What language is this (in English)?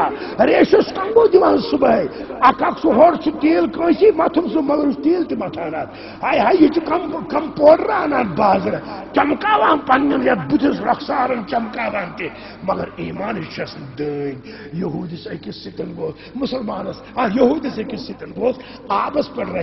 Kashmiri